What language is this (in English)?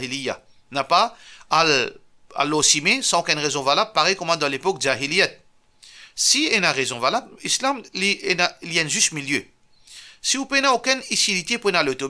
Morisyen